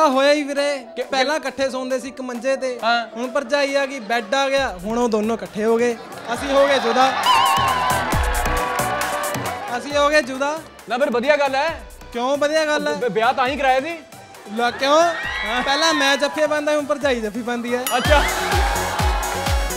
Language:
Punjabi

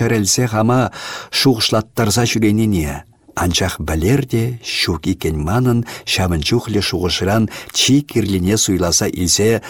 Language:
Chuvash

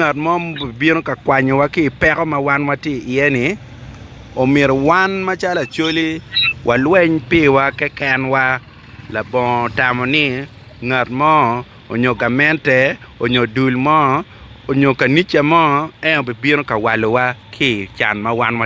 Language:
Acoli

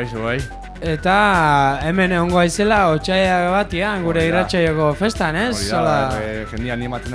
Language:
Basque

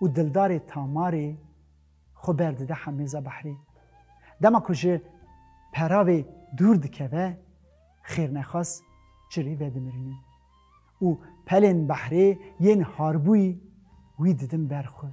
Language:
Kurdish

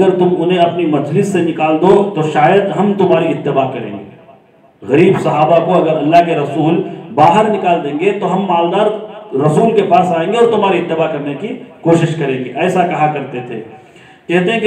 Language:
Urdu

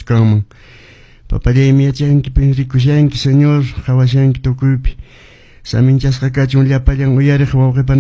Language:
Quechua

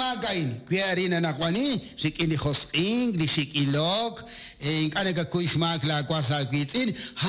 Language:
Kekchí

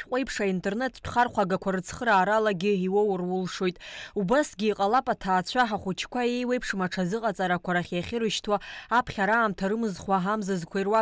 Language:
Abkhazian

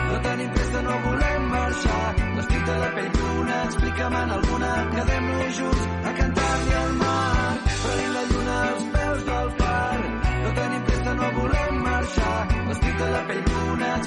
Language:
Catalan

